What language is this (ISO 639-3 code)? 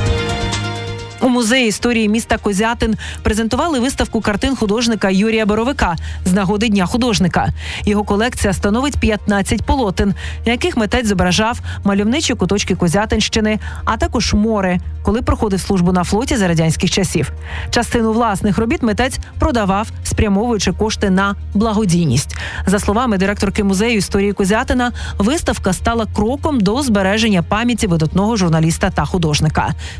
ukr